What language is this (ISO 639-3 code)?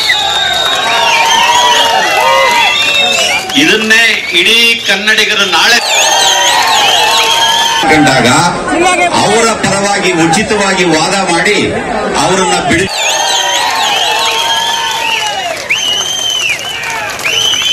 kan